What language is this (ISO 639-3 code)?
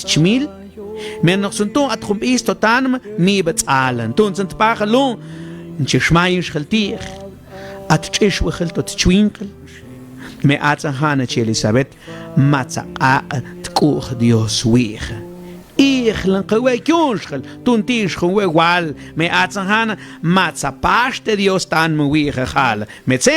mam